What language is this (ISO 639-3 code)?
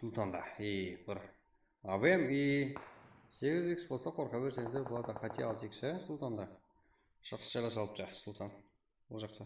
kaa